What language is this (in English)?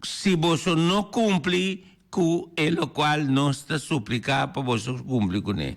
Papiamento